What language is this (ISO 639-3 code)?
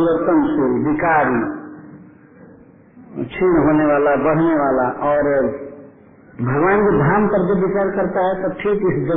hin